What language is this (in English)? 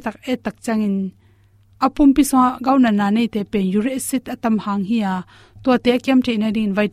Tedim Chin